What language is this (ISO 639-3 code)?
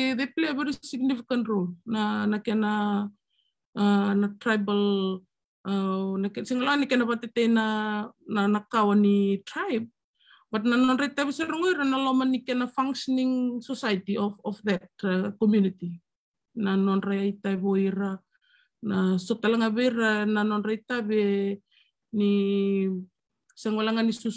fij